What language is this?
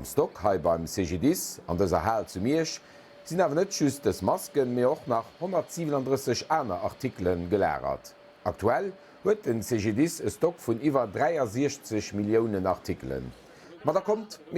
Luxembourgish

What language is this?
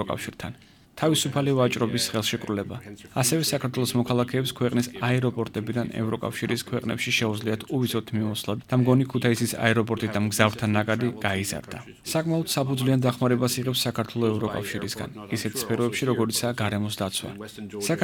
Georgian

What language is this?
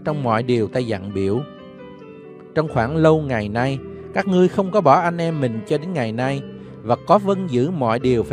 Vietnamese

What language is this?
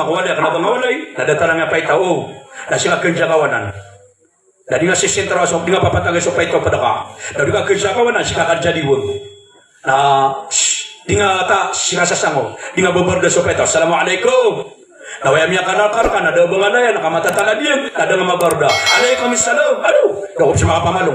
Maranao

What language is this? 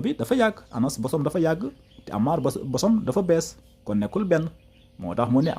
Wolof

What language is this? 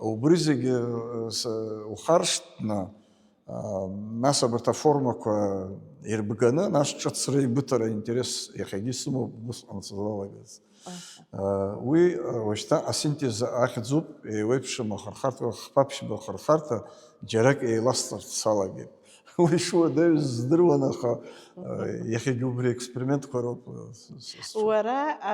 Abkhazian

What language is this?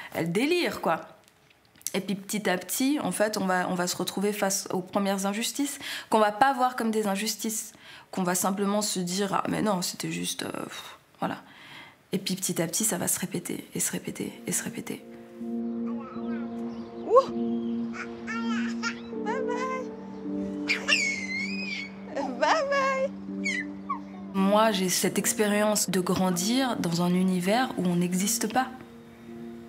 French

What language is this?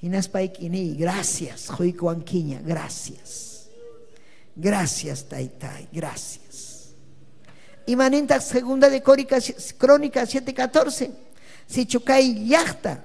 Ayacucho Quechua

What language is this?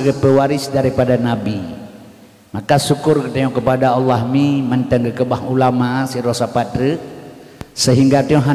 Achinese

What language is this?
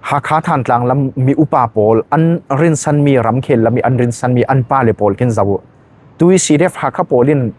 Falam Chin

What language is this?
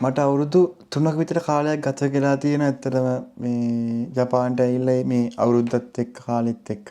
Sinhala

